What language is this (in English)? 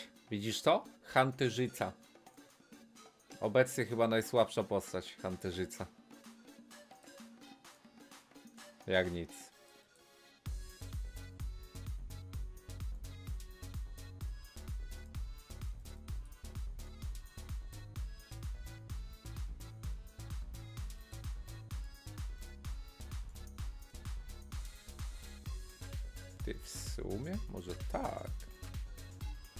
Polish